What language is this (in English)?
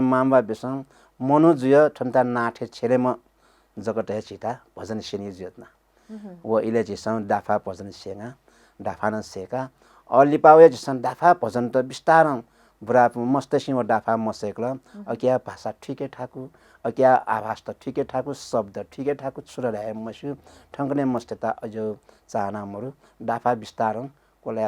Newari